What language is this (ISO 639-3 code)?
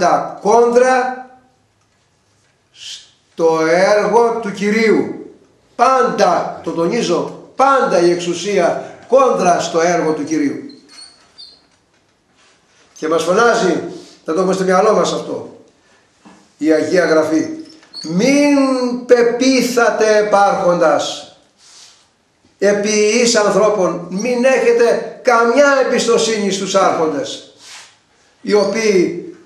ell